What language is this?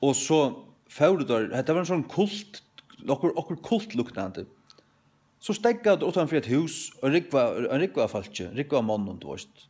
Faroese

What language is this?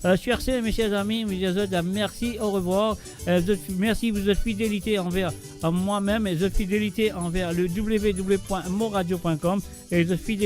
Morisyen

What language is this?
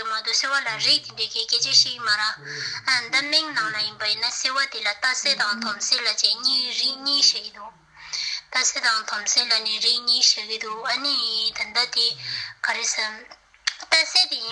Tibetan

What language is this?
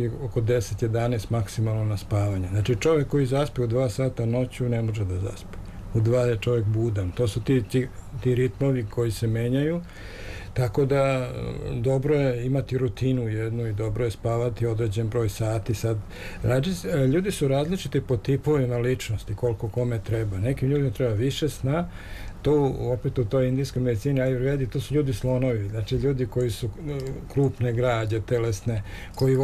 Serbian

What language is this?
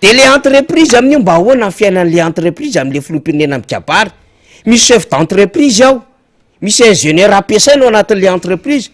Malagasy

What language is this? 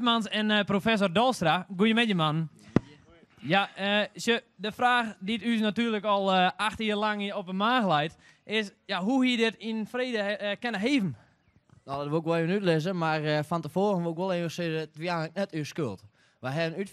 Western Frisian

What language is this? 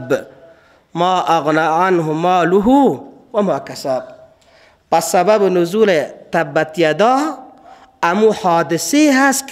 Persian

